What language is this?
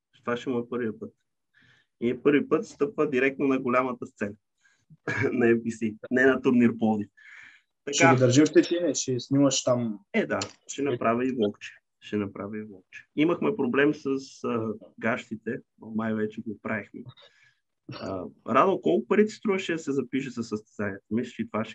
Bulgarian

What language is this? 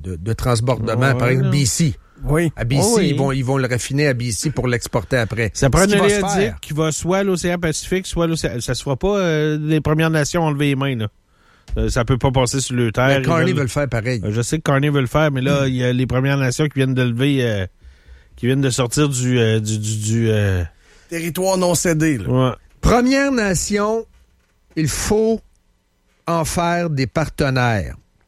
French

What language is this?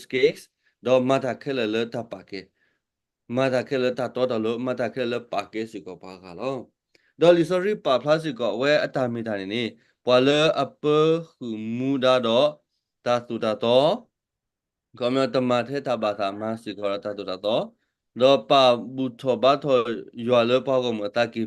S'gaw Karen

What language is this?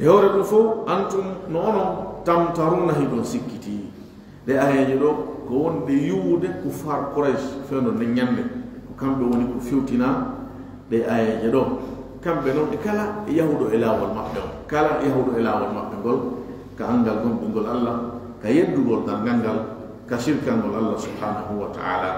Fula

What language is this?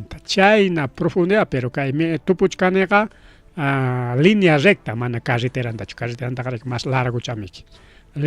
Ayacucho Quechua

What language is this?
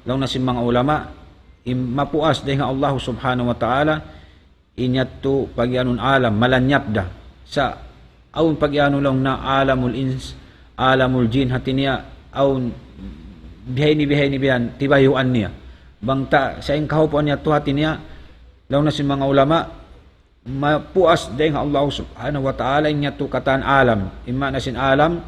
Tausug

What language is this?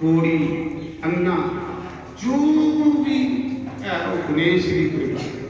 Dogri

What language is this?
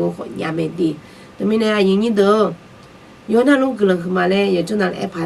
Akha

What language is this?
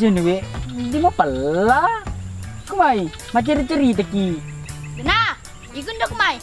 Buginese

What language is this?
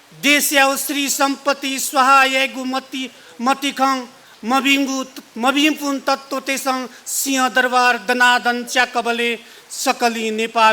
Newari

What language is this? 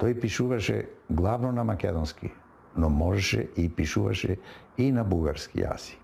Macedonian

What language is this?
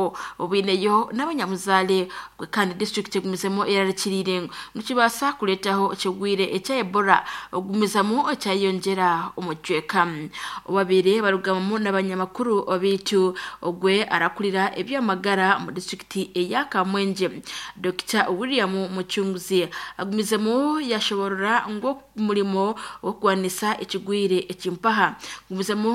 Nyankole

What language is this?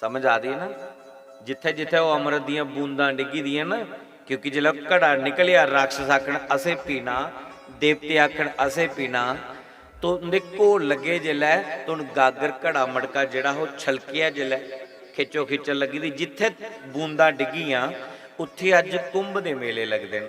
Dogri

